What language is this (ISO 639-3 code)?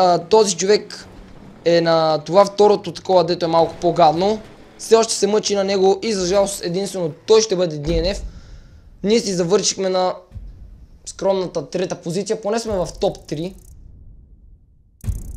bul